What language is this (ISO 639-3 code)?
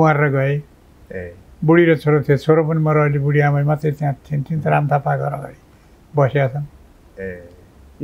nep